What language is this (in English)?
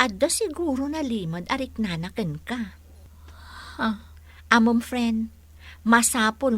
Iloko